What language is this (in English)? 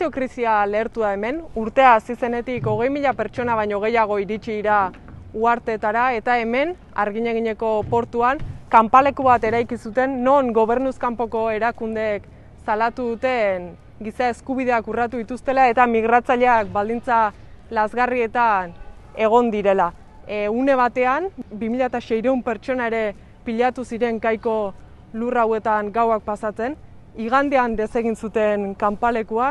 Basque